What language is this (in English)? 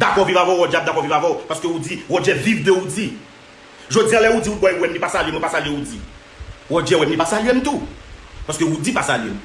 Haitian Creole